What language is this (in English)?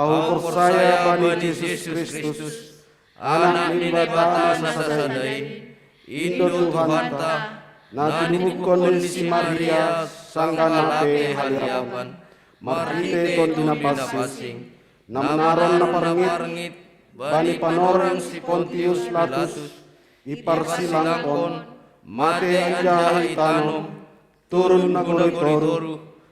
Batak Simalungun